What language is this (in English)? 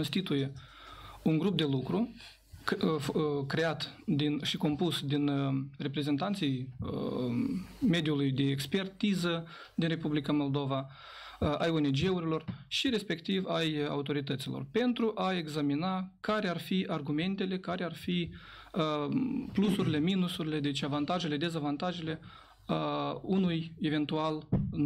Romanian